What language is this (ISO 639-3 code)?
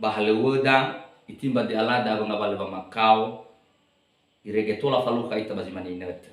nia